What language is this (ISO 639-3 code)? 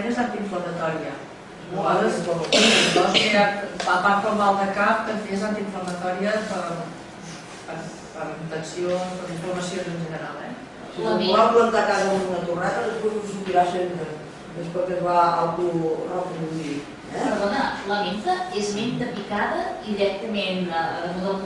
cat